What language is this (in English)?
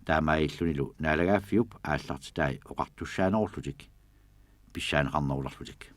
Kalaallisut